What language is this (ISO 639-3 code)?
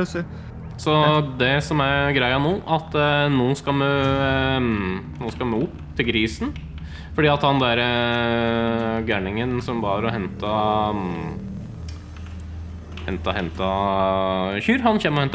nor